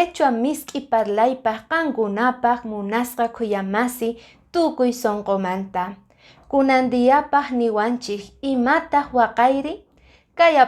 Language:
Quechua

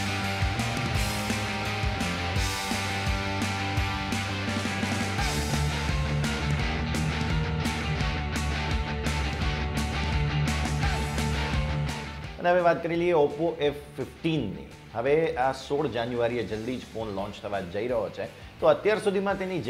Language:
Gujarati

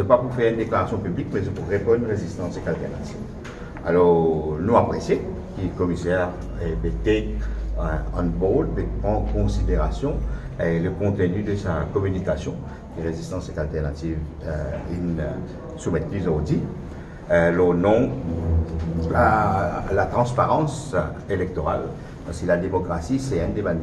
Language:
Morisyen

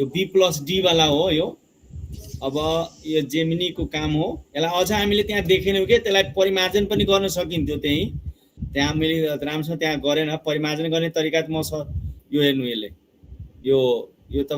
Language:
Nepali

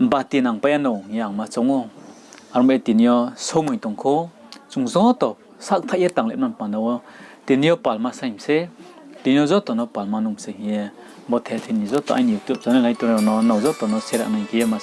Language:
Riang (India)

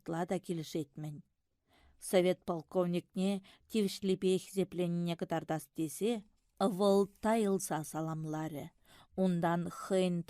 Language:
Chuvash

